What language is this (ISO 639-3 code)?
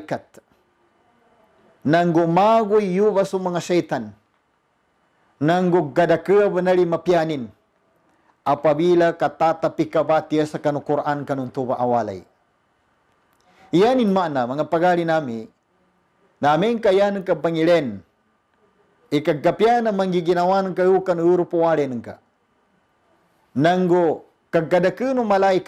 mdh